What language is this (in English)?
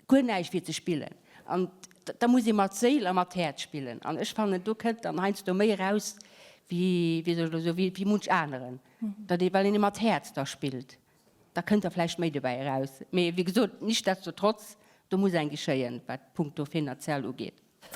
Luxembourgish